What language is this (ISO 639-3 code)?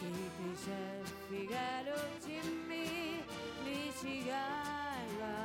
kal